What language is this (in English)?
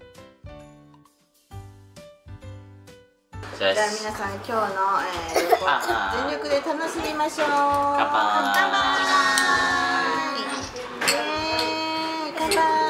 Japanese